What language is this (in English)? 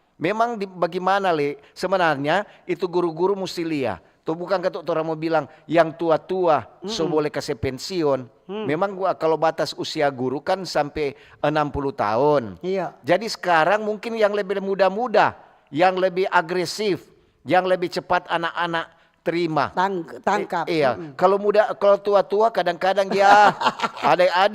Manado Malay